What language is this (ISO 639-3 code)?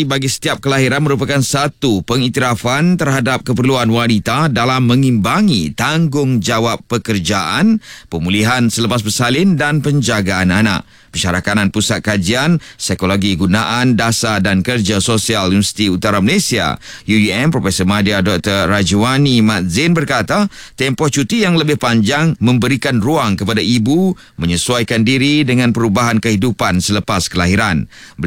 msa